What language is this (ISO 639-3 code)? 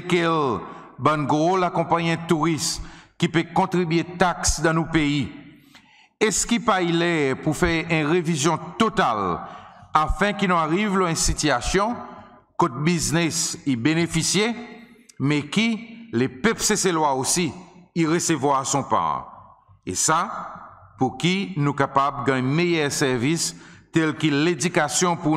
crs